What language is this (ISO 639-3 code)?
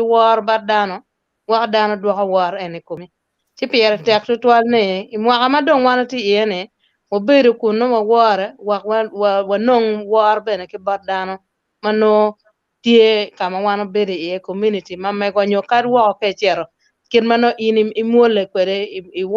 ach